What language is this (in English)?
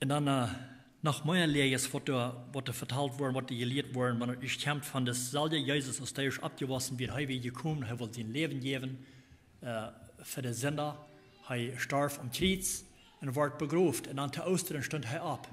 Plautdietsch